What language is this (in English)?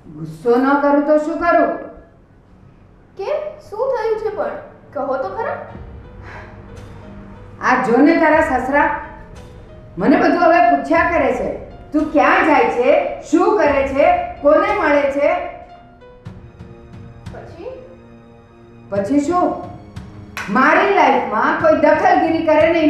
Gujarati